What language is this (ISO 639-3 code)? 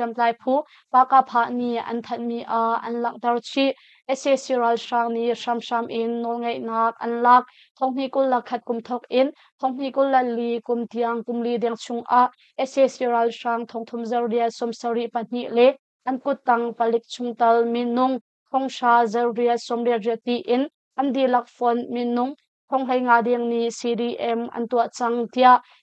cnh